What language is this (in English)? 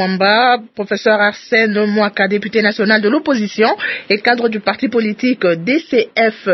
French